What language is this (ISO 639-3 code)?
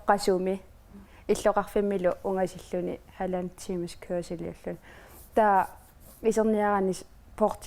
kal